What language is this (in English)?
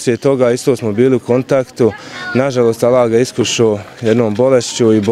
Bosnian